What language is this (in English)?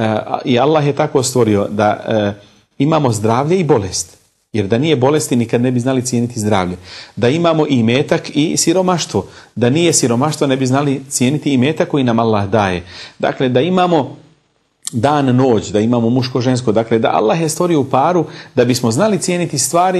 Bosnian